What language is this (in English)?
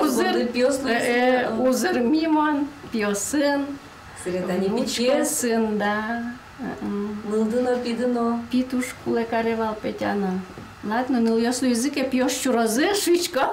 Udmurt